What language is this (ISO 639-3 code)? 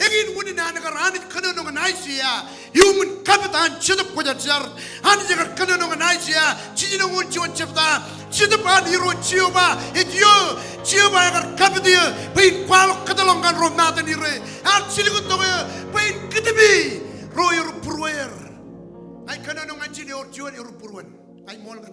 mah